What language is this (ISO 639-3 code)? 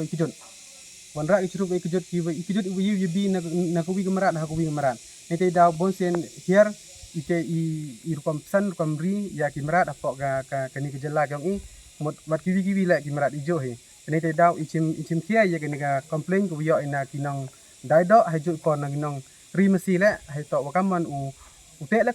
kha